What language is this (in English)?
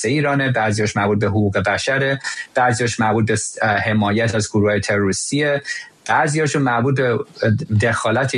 Persian